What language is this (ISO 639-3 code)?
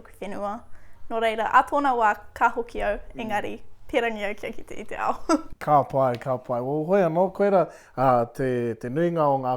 mri